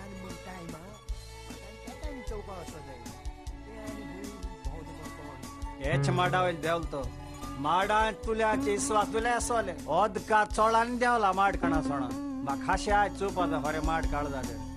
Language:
Konkani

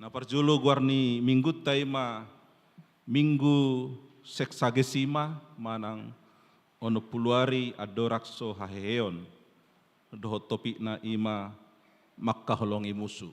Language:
Batak Toba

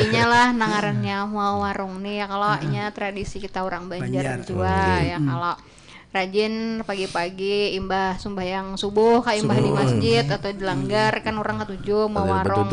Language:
Banjar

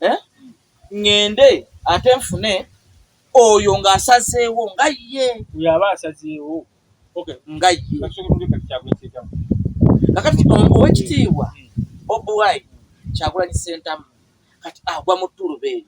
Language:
Ganda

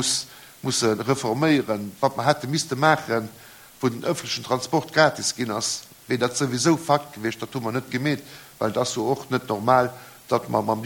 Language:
Luxembourgish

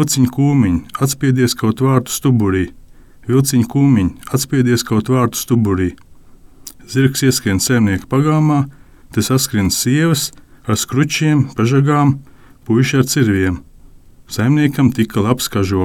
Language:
Latvian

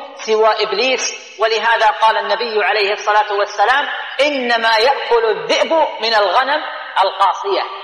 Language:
Arabic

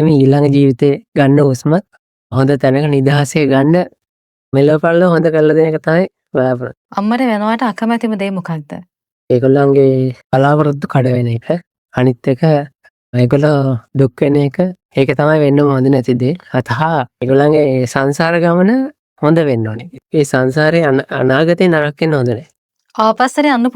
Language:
Sinhala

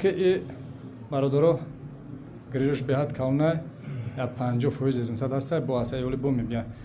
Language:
Tajik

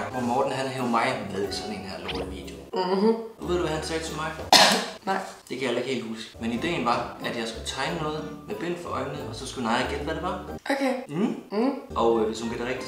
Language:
Danish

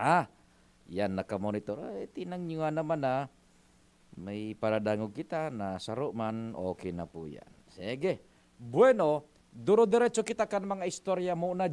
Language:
Bikol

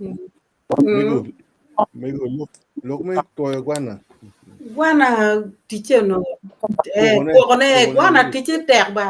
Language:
Acoli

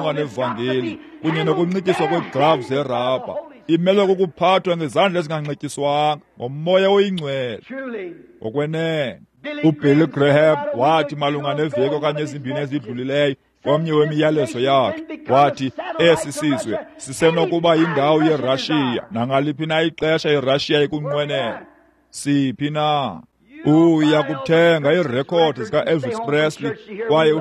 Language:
Xhosa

